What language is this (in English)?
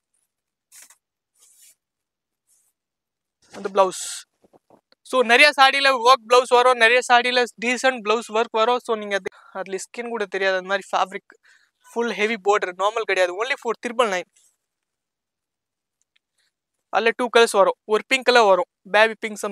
Tamil